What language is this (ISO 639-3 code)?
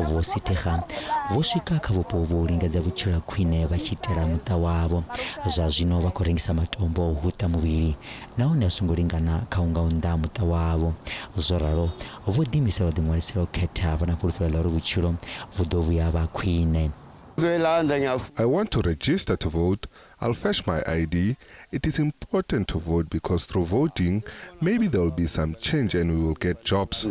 ven